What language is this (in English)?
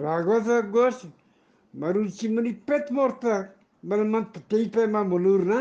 Eastern Balochi